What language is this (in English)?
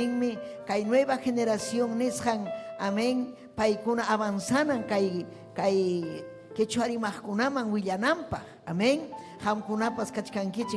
Ayacucho Quechua